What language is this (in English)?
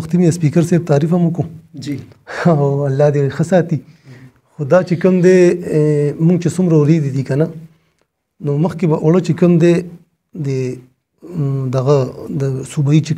Pashto